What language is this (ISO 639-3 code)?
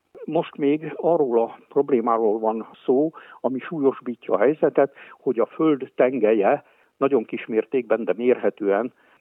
hun